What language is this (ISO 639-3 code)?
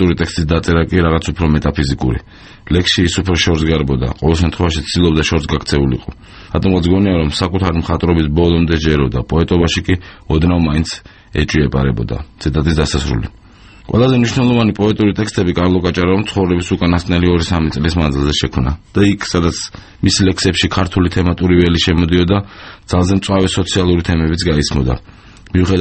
kat